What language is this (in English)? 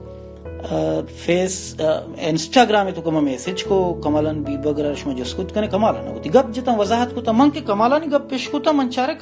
Baluchi